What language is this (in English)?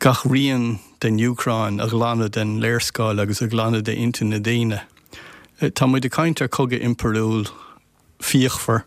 Irish